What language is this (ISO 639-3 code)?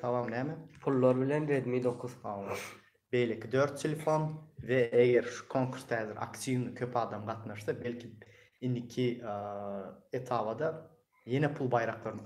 tuk